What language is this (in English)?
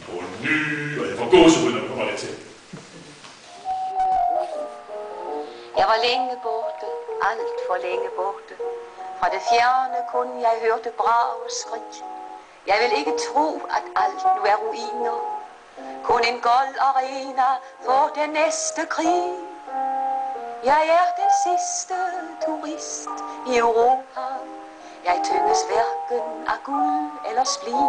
Danish